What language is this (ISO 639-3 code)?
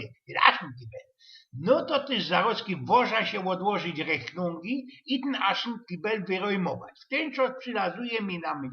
szl